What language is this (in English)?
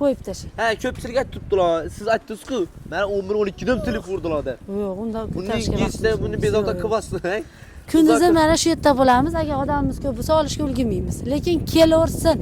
Uzbek